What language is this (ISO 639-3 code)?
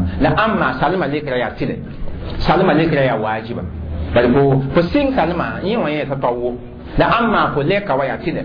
mos